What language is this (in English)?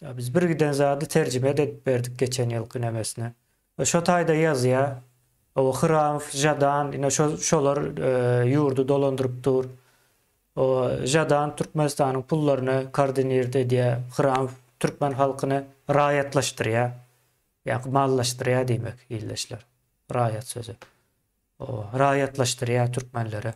Turkmen